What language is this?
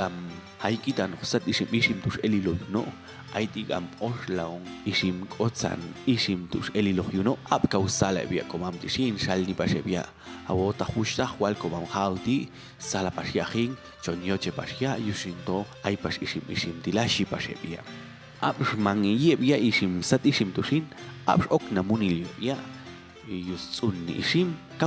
Popti'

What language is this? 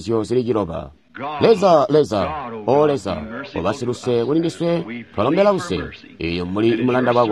Tonga (Zambia)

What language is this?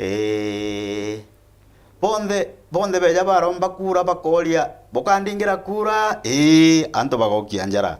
Meru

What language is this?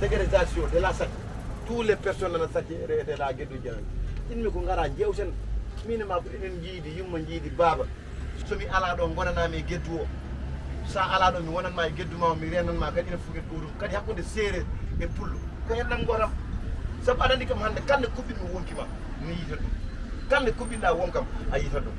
Fula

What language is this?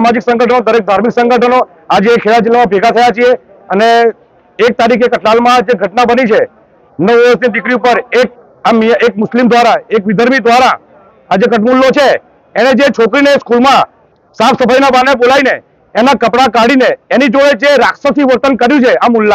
Gujarati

